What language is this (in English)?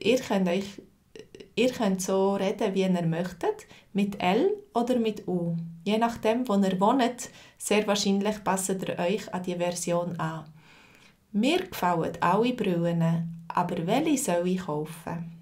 Swiss German